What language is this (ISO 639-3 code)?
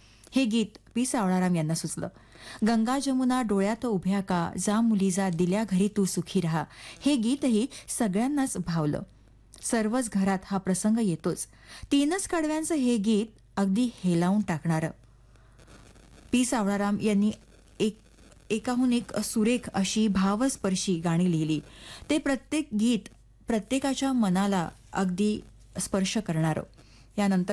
mar